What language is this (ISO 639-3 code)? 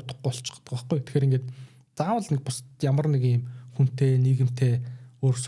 mon